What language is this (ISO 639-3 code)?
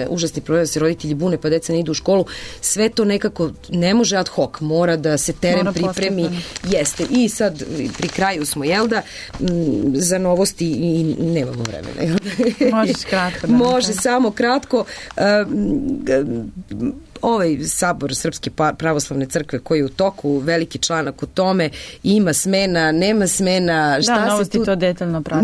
srp